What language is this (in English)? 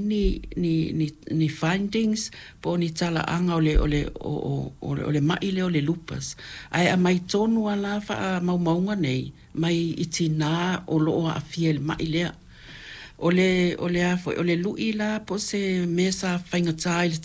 Samoan